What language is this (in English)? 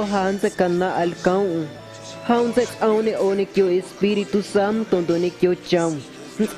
Guerrero Amuzgo